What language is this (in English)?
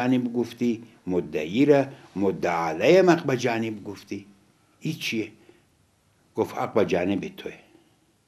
Persian